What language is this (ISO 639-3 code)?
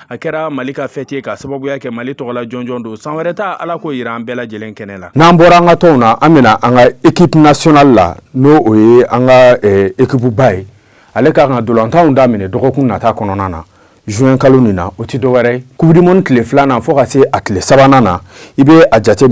bam